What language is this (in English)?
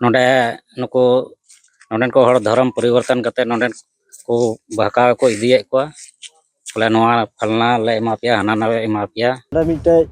Santali